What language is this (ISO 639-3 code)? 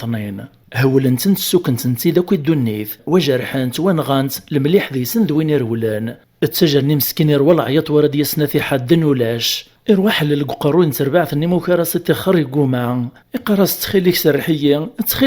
kab